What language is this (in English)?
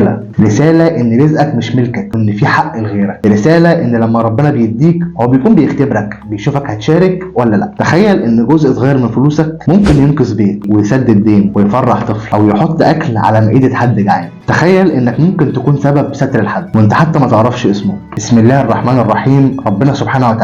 Egyptian Arabic